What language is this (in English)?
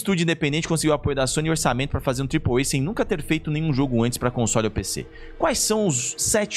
Portuguese